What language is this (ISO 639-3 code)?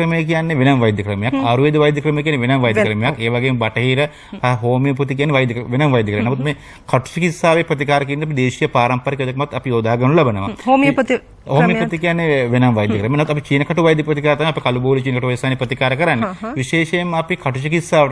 sin